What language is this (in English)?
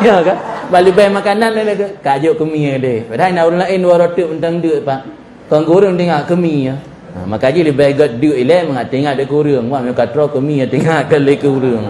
Achinese